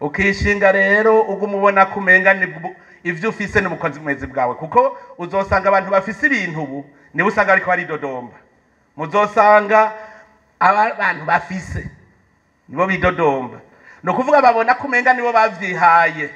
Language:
Rundi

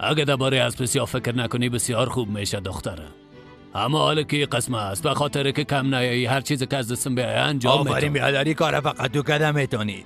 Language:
Persian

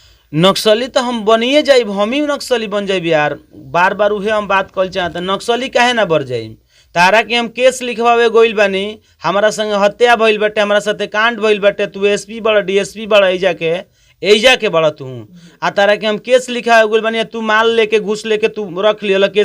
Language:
Bhojpuri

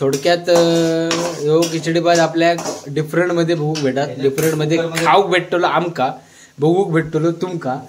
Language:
Konkani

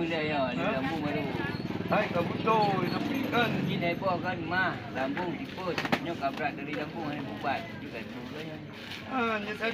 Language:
Achinese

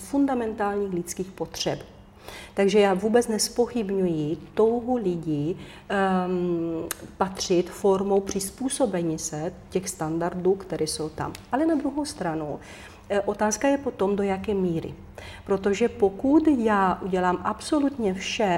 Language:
Czech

